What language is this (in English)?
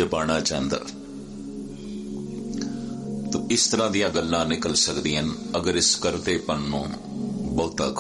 Punjabi